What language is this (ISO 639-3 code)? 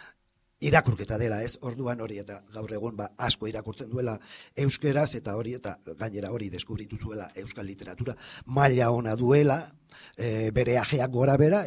eus